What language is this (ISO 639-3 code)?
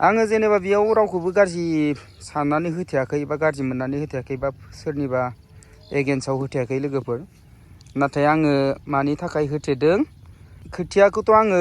brx